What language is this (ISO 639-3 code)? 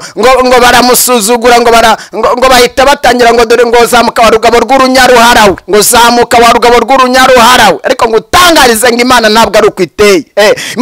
kin